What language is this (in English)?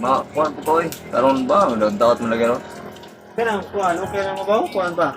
Cebuano